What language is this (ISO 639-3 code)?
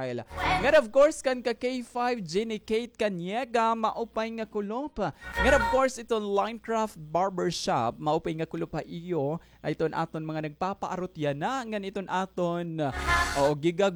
war